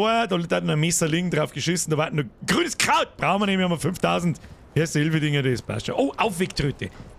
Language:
Bavarian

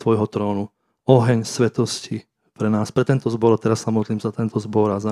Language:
Slovak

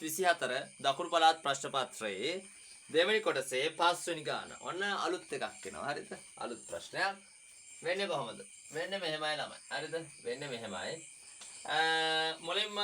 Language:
Sinhala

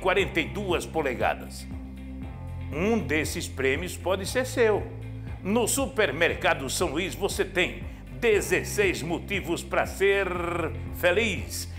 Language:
Portuguese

